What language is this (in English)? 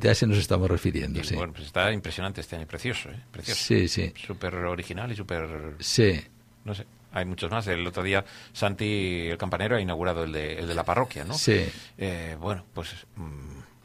Spanish